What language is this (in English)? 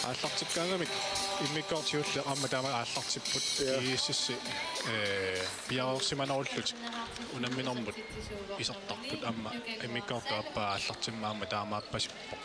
Kalaallisut